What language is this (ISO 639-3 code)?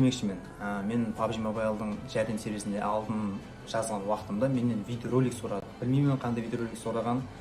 kaa